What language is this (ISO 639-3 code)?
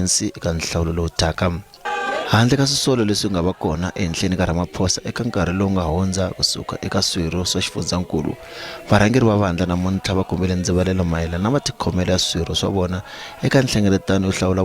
tso